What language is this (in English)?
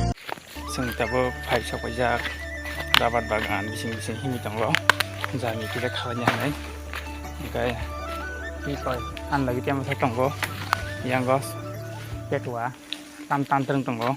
Kok Borok